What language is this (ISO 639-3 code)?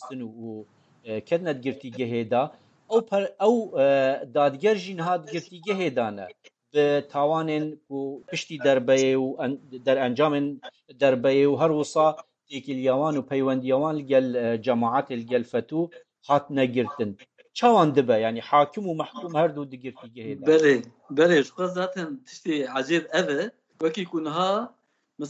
kur